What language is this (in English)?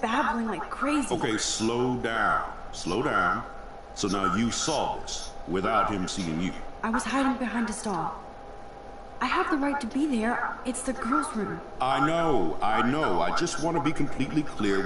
English